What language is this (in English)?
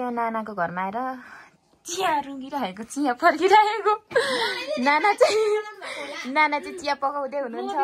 Nepali